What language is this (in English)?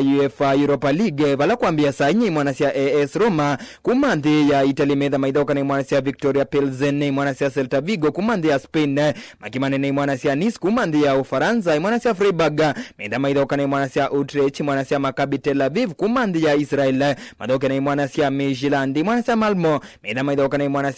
Kamba